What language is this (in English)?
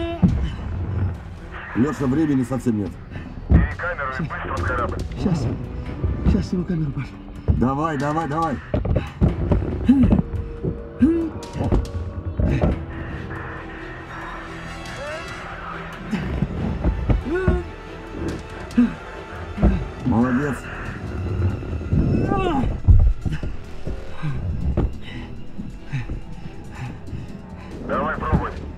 Russian